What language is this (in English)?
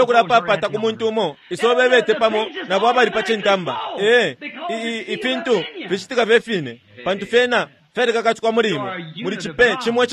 Bemba